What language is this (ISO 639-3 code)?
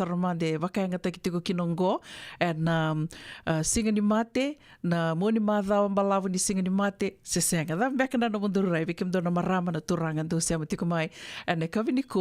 fij